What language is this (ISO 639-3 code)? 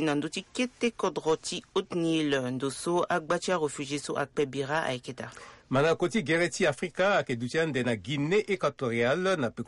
sag